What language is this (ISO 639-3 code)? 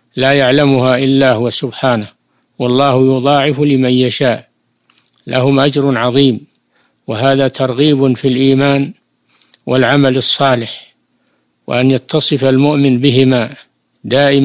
ara